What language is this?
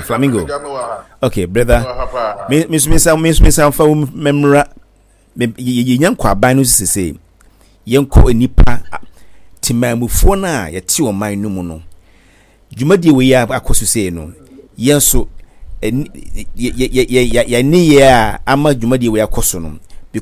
Akan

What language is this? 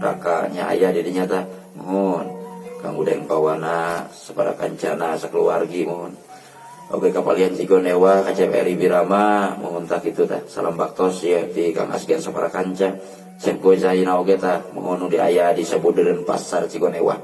Sundanese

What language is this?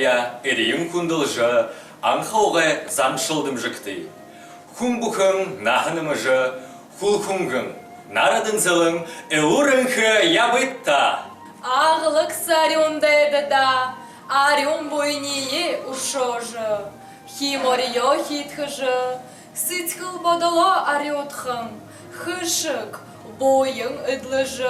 Buriat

